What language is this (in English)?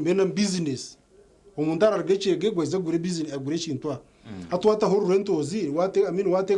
Nyankole